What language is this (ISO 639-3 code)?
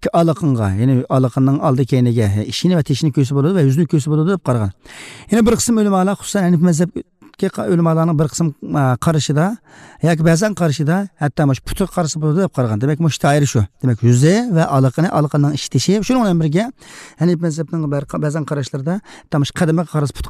uig